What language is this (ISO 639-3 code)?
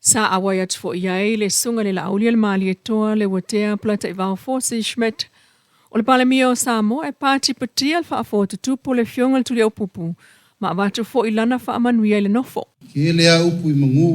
smo